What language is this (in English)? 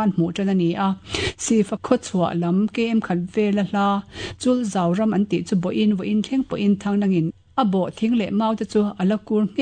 Mizo